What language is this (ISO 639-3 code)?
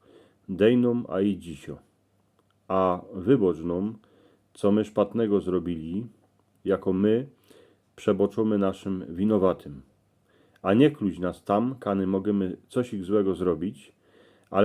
szl